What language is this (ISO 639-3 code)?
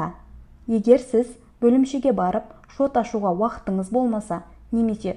kaz